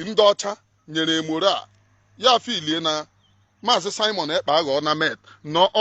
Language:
Igbo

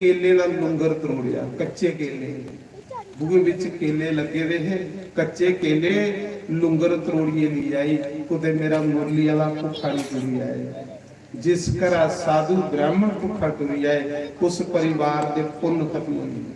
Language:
Dogri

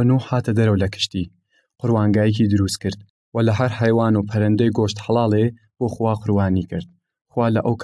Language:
Southern Kurdish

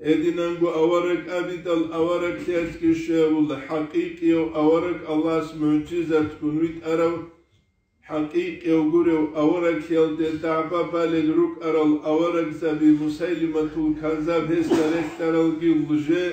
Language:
Avaric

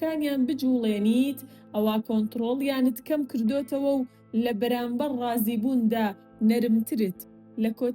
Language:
Central Kurdish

